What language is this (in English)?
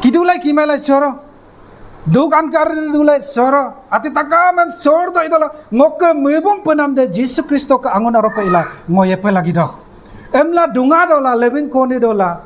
Adi